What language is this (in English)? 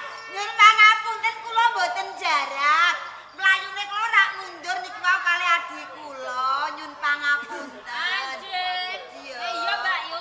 Javanese